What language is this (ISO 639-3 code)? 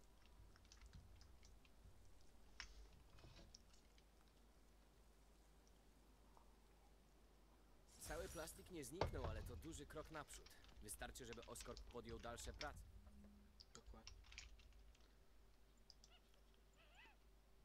pol